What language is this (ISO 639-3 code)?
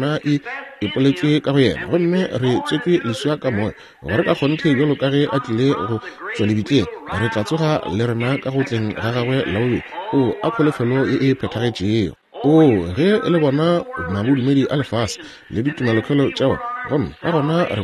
nso